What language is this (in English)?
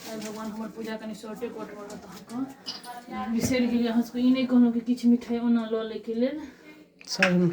Maithili